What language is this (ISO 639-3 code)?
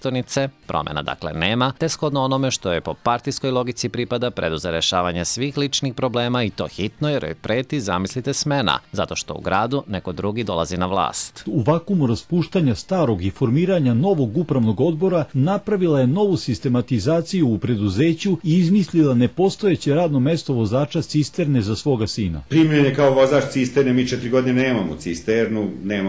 srp